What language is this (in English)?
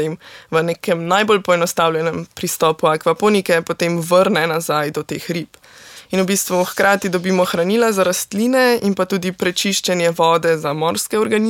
Slovenian